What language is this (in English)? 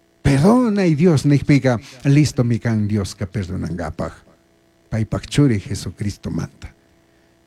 Chimborazo Highland Quichua